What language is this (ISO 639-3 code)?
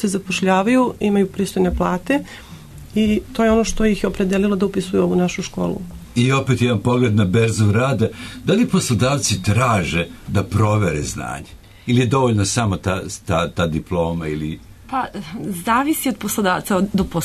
srp